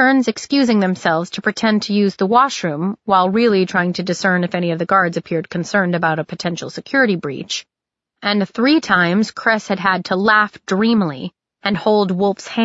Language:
English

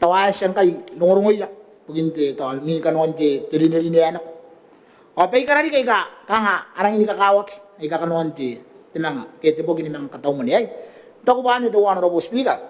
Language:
Gilbertese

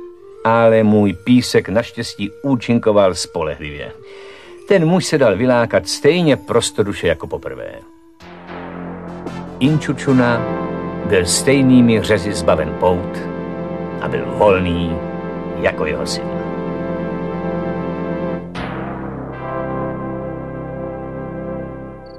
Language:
Czech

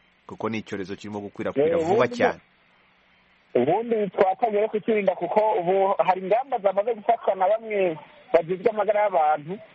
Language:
Kinyarwanda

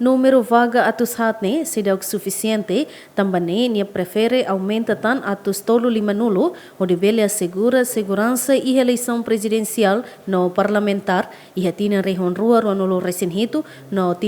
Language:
Tetum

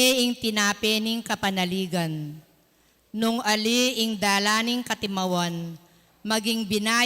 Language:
Pampanga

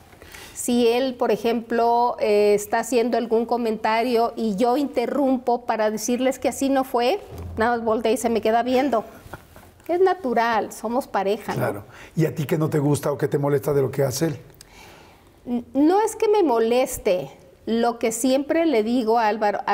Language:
Spanish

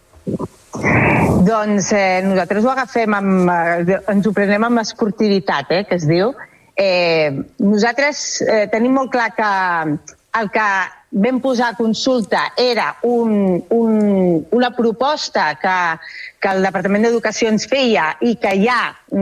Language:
Catalan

